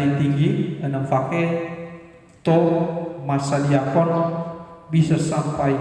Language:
Nias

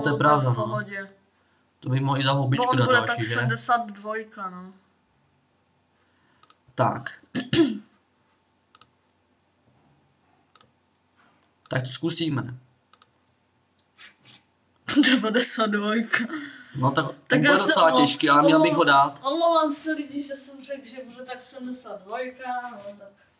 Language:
Czech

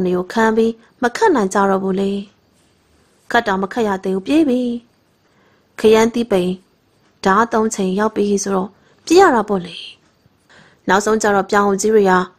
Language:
Burmese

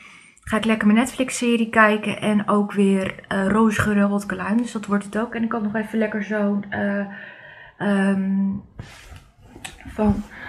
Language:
Dutch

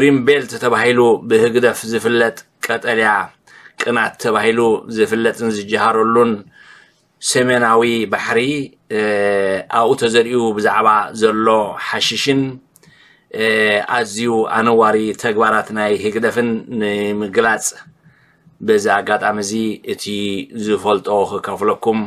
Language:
Tigrinya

